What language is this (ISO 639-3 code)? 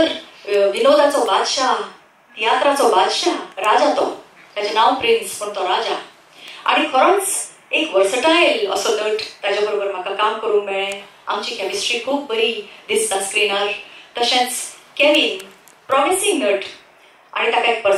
kok